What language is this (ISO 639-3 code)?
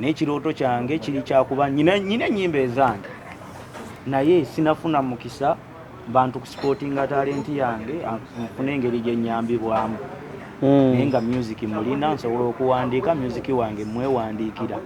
lug